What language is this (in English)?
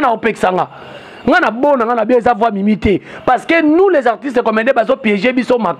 Lingala